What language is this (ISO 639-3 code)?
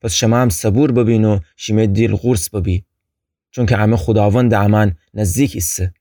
glk